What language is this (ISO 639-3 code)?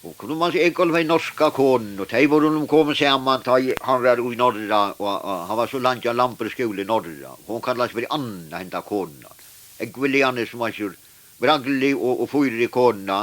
fao